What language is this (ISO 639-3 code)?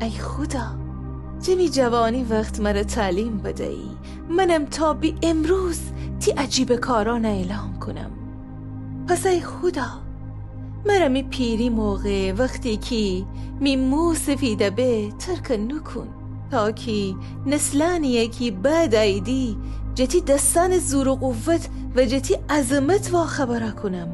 glk